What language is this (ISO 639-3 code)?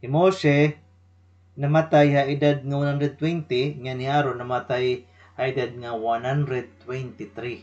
war